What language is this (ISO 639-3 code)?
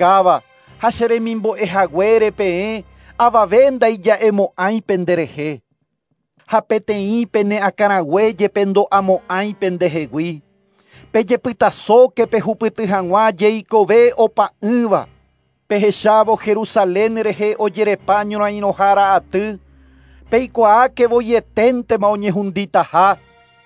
grn